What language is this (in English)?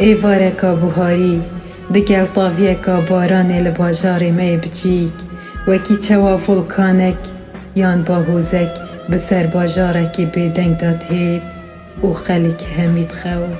Kurdish